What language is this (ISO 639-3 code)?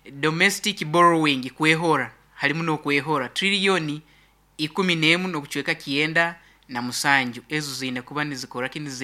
nyo